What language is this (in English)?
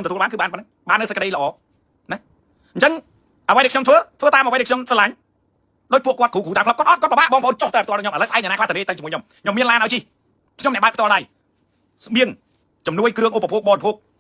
Khmer